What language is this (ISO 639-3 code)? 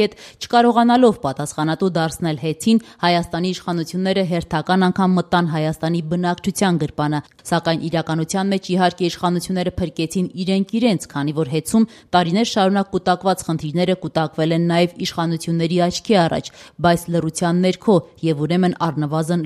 hye